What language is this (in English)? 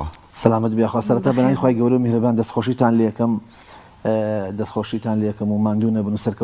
Central Kurdish